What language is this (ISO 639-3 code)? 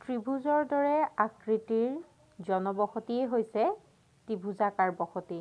asm